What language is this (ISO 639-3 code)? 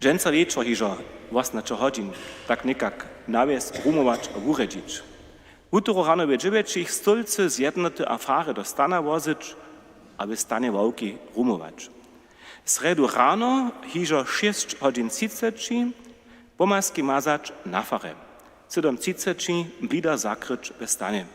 hsb